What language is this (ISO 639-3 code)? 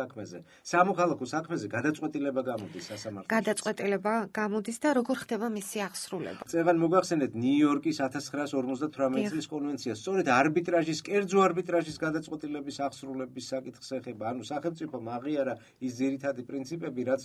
kat